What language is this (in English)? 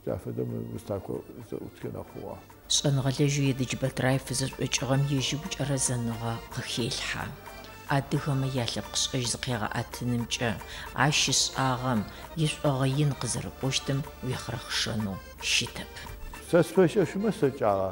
Adyghe